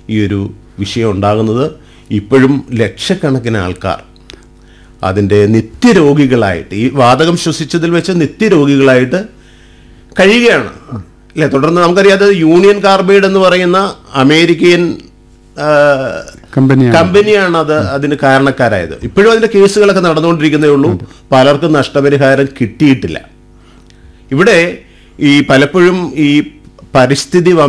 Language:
Malayalam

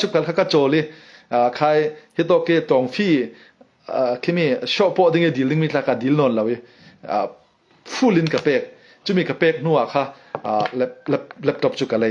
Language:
Falam Chin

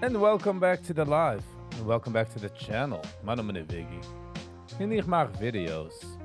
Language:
Yiddish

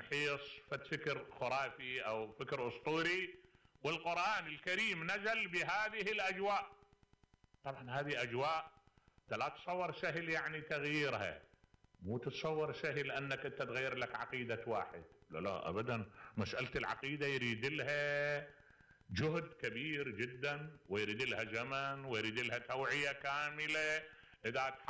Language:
Mesopotamian Arabic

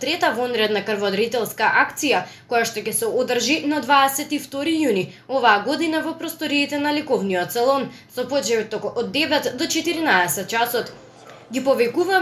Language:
Macedonian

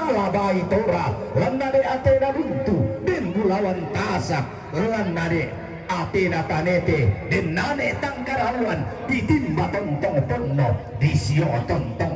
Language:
Toraja-Sa'dan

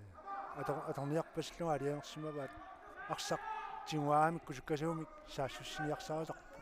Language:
Kalaallisut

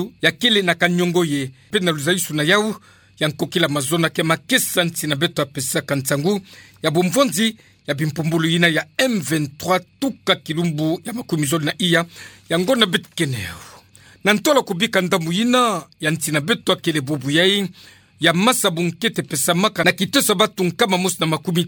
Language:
Kituba (Democratic Republic of Congo)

